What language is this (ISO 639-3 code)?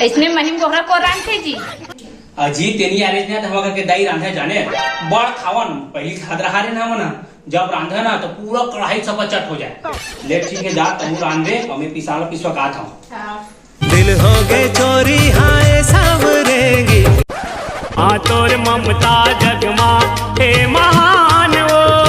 hne